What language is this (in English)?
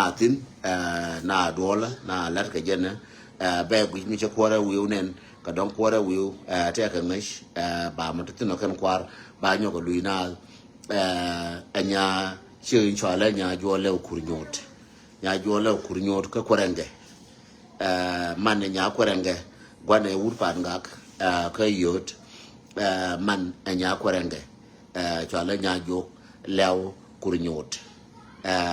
Nuer